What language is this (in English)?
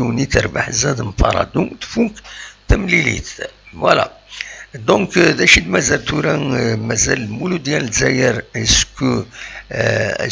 Kabyle